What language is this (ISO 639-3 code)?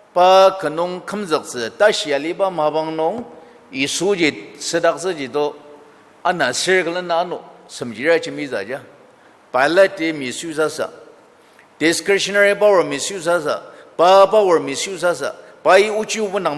njo